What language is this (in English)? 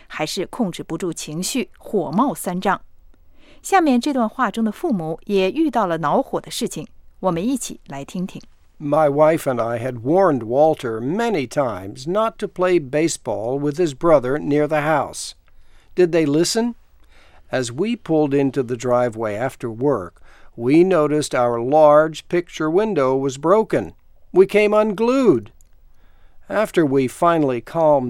Chinese